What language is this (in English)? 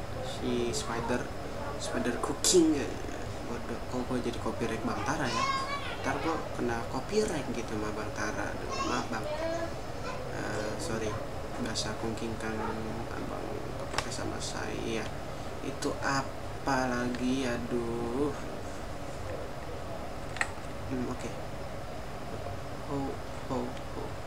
Indonesian